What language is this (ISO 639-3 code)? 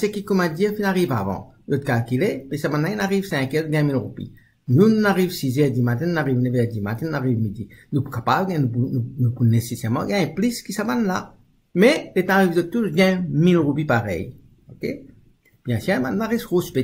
mfe